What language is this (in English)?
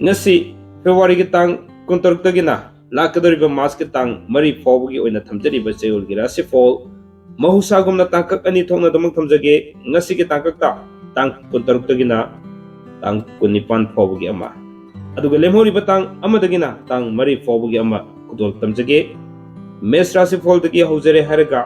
Manipuri